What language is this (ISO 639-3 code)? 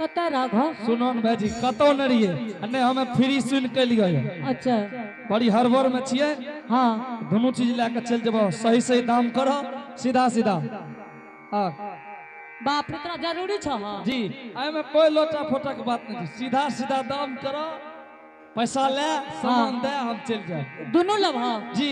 anp